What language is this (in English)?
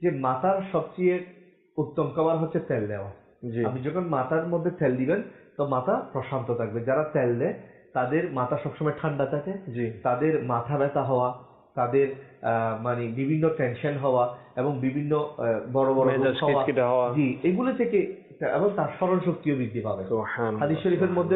Bangla